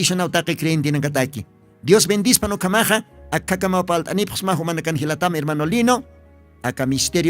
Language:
Aymara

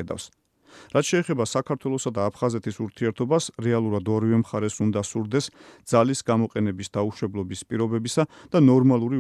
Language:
Georgian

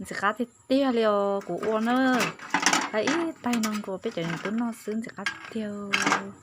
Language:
Hmong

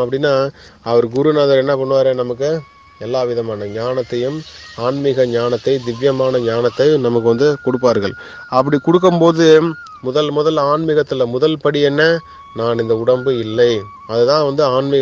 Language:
Tamil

